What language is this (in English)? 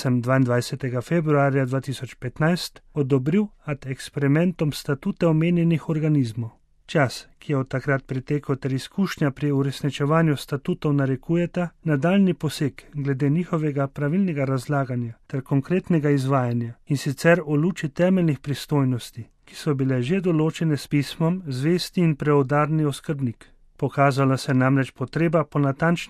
Slovenian